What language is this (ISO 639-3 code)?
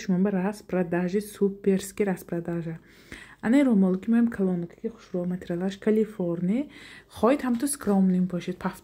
tgk